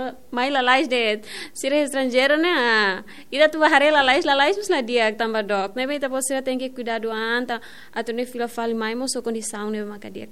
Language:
Tetum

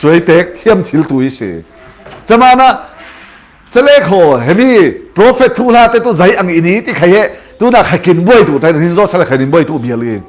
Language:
Falam Chin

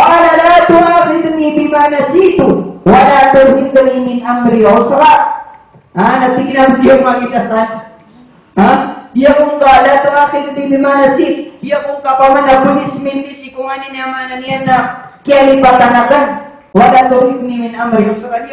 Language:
Maranao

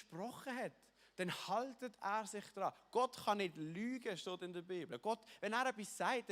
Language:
Swiss German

